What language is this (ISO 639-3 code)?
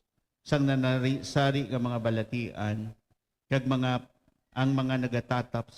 hil